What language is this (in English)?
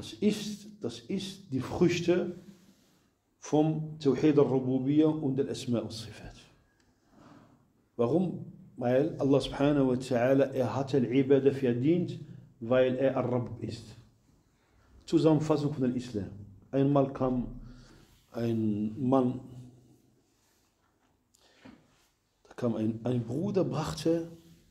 German